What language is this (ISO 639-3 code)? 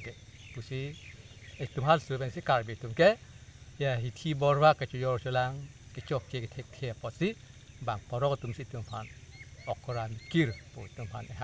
mjw